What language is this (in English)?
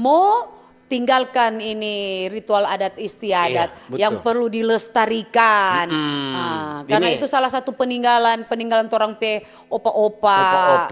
Manado Malay